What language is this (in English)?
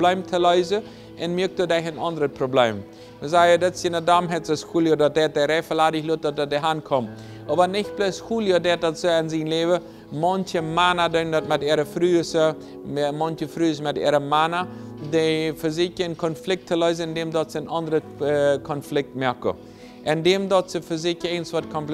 Plautdietsch